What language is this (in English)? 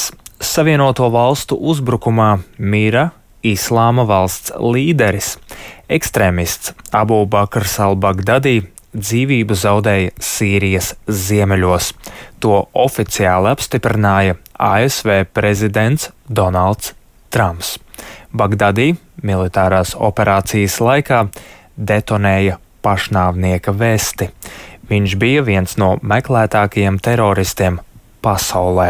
Latvian